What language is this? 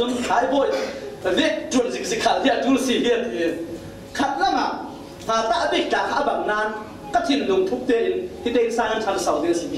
Falam Chin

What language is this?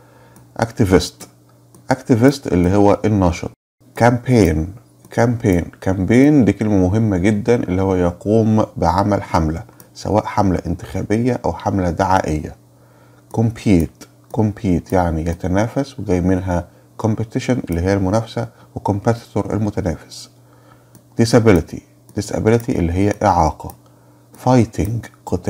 Egyptian Arabic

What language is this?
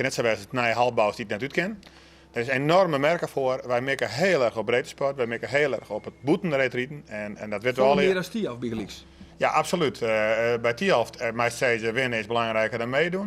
Western Frisian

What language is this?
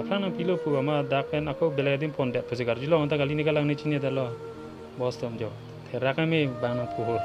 Karbi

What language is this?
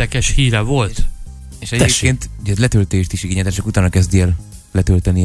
Hungarian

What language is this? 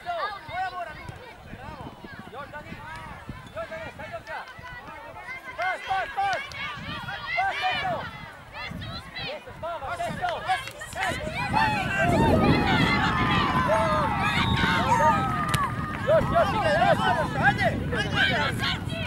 Croatian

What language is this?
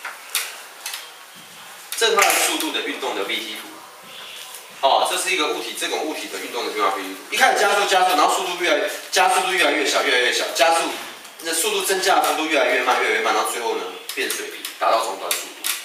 Chinese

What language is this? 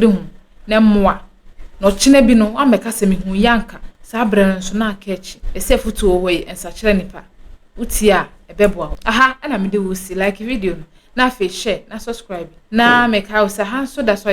Akan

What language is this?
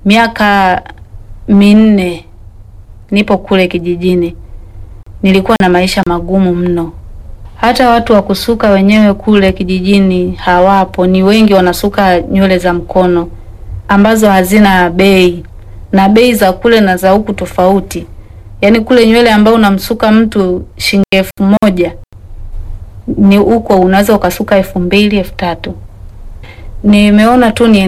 Swahili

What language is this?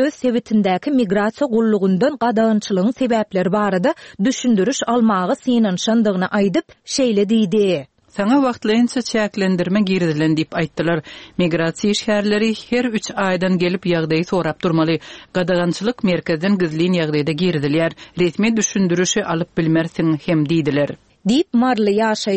Turkmen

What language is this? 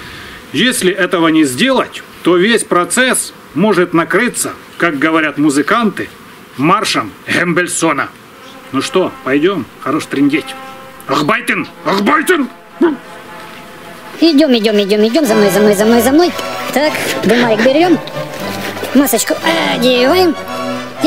Russian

